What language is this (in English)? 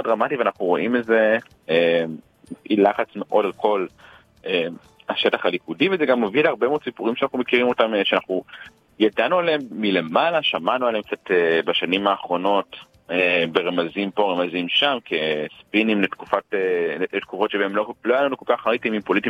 Hebrew